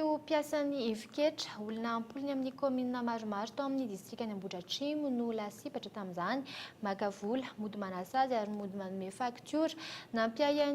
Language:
Malagasy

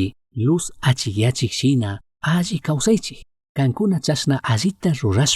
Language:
Chimborazo Highland Quichua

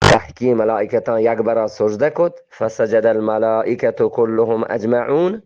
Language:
Eastern Balochi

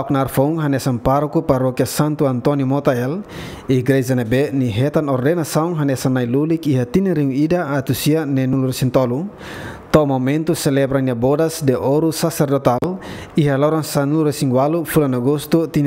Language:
Tetum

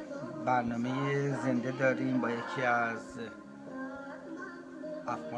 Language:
Persian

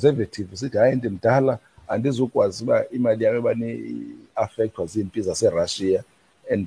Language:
Xhosa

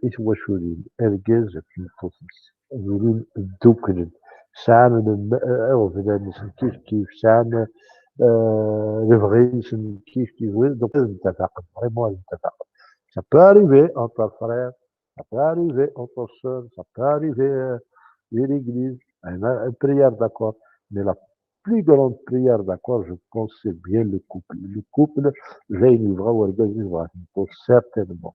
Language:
Kabyle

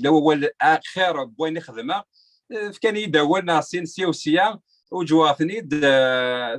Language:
Kabyle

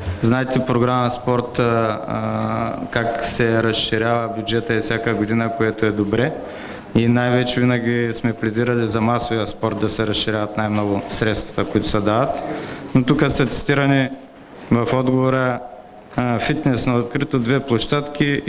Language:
Bulgarian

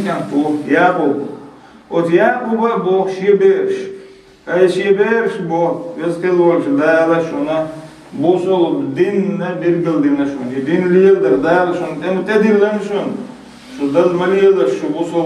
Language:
Chechen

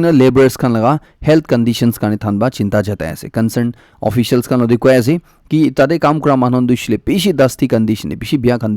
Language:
Naga Pidgin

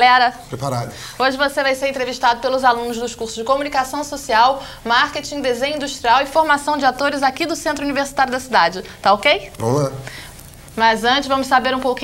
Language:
Portuguese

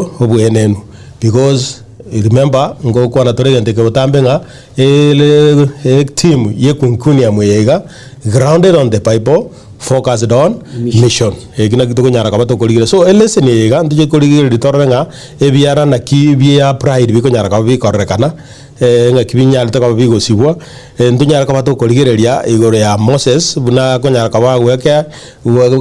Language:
Gusii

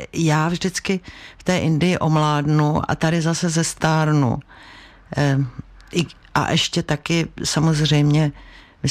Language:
Czech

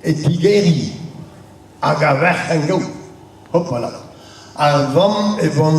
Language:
Breton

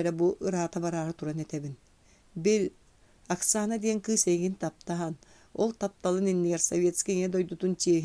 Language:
Yakut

